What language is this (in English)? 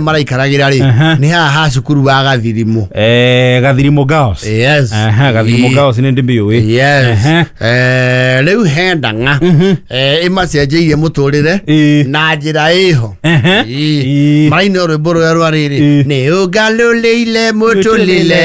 Kikuyu